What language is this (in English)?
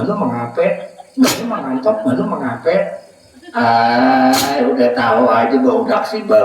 Banjar